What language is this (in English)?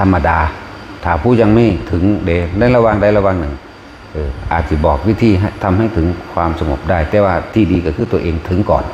Northeastern Thai